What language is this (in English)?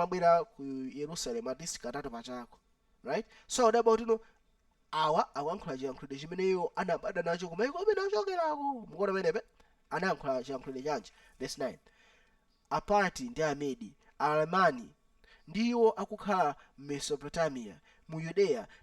Nyanja